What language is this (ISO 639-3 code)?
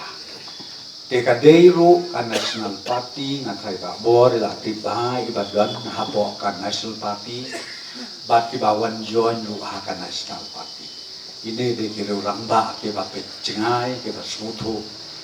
kha